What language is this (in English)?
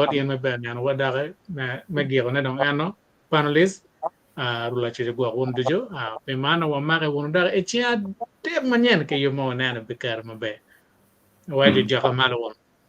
Acoli